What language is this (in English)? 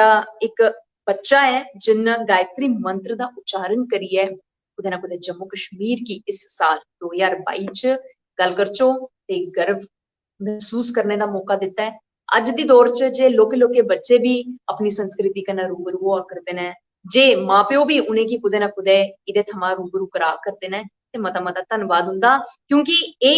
Dogri